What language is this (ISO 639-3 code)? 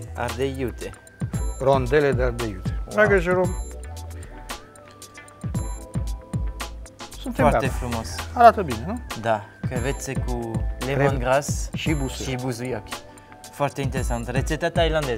ron